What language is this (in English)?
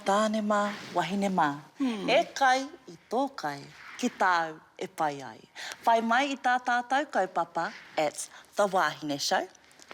Māori